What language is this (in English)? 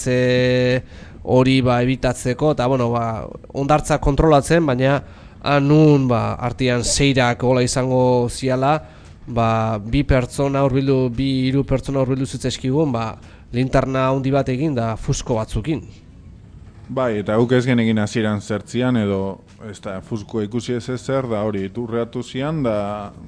Basque